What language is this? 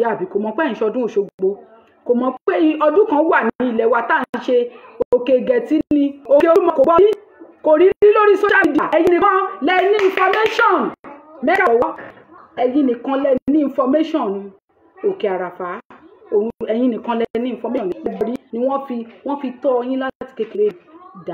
Yoruba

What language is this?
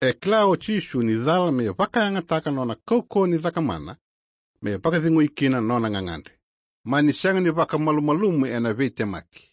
Fijian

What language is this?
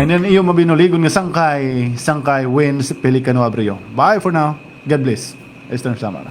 Waray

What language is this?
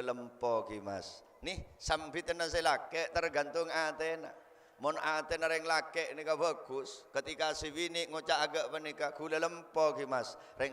Madurese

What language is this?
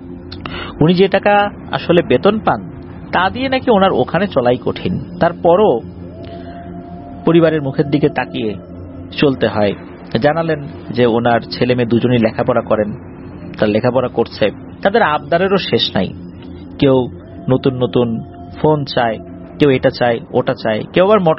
Bangla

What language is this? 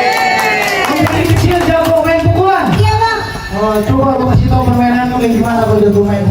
Betawi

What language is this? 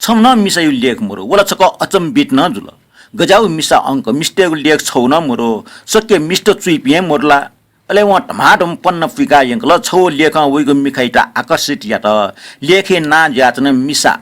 Newari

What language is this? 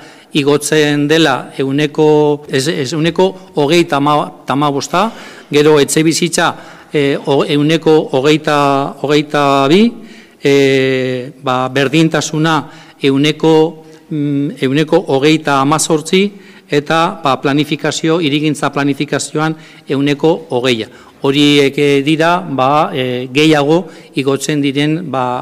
Basque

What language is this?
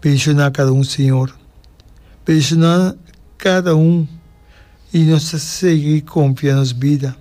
Papiamento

